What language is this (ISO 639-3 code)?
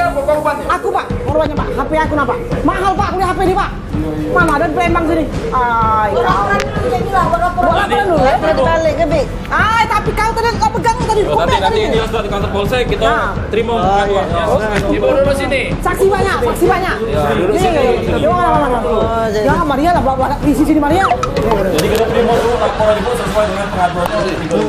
mui